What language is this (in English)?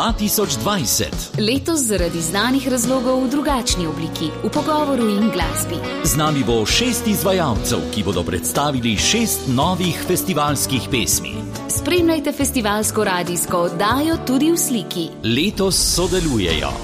Slovenian